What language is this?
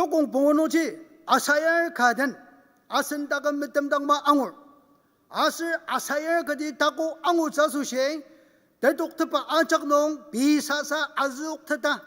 Ao Naga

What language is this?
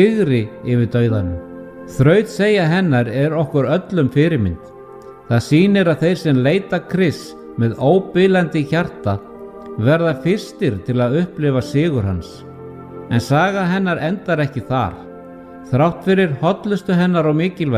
Icelandic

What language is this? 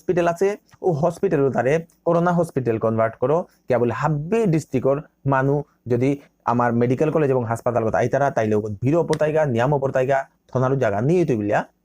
Bishnupriya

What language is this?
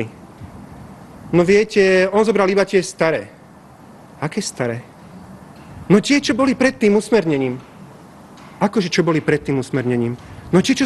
Slovak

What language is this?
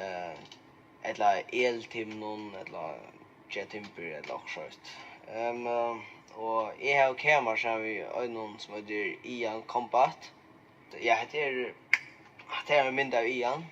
Faroese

